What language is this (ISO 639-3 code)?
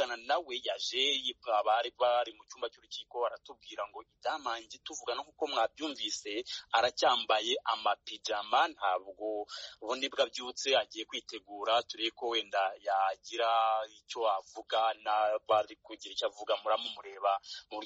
kin